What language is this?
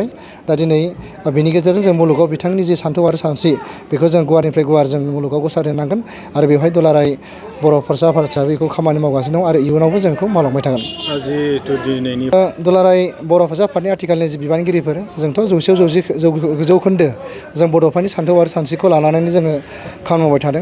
Bodo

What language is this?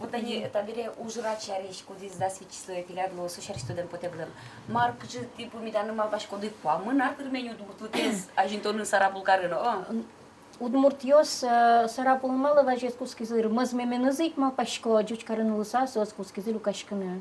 Udmurt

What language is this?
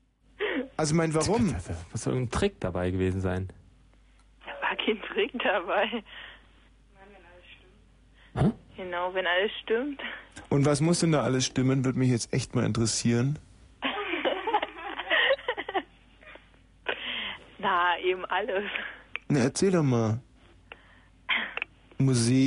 German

